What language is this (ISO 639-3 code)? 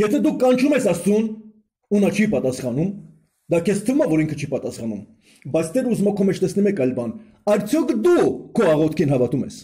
hye